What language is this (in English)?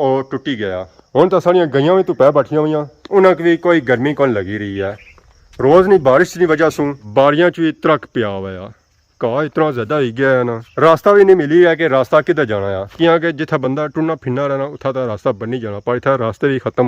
Pahari-Potwari